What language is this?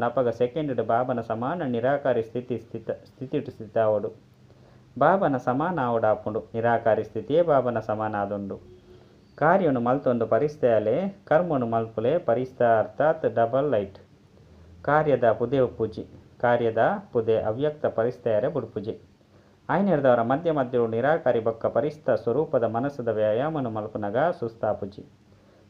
Tulu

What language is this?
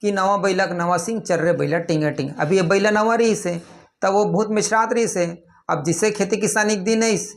Chhattisgarhi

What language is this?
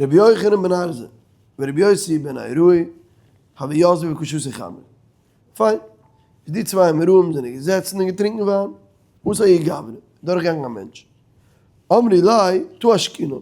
Yiddish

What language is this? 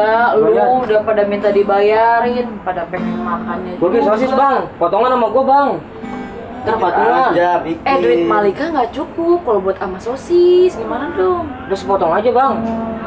Betawi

